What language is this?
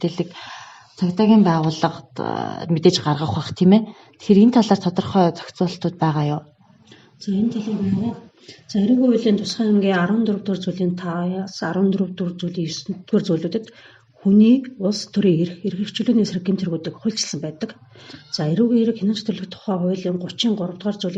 Mongolian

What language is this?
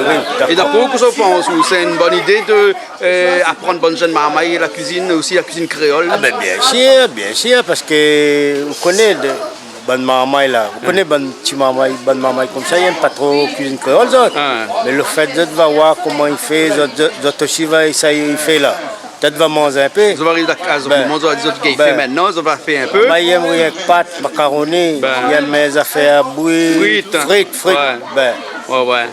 Réunion Creole French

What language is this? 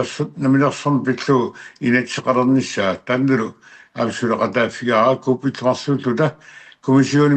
Kalaallisut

